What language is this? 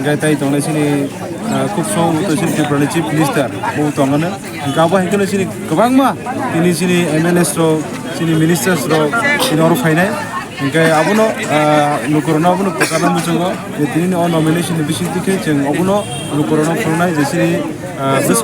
Kok Borok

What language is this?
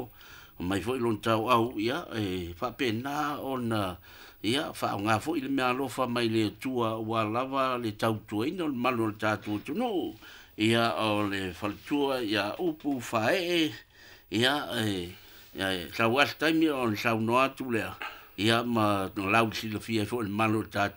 Samoan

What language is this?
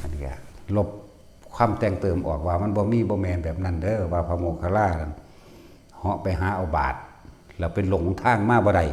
Northeastern Thai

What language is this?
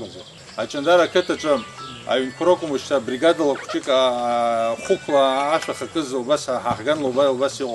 Abkhazian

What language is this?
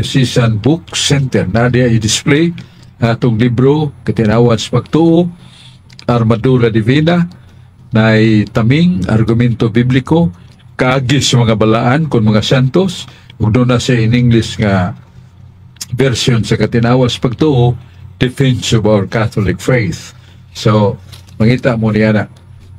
Cebuano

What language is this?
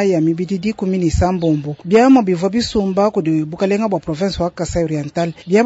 Luba-Lulua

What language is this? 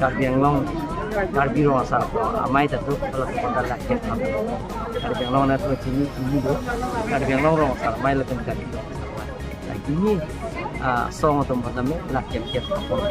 Karbi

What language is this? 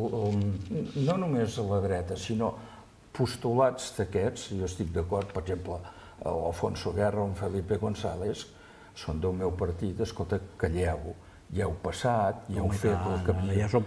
Catalan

